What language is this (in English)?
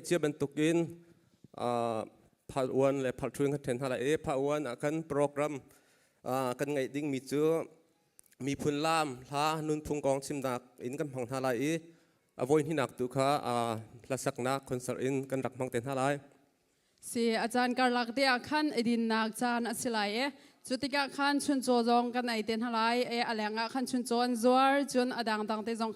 Hakha Chin